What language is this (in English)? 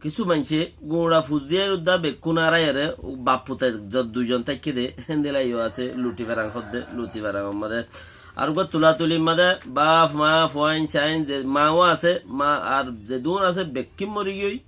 Rohingya